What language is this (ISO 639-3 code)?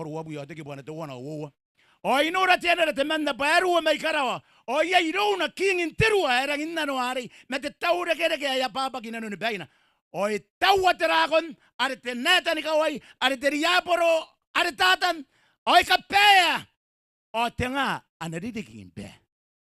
gil